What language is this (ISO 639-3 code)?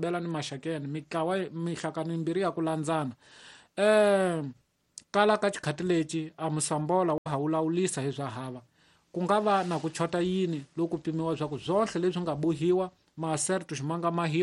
tso